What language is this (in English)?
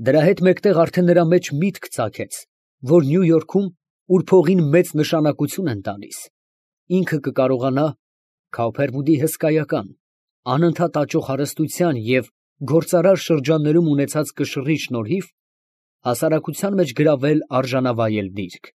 Armenian